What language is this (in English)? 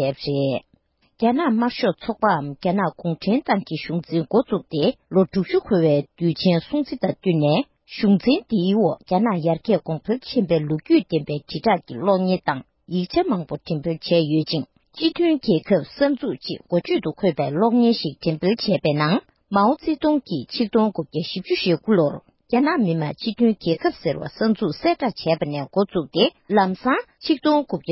Tibetan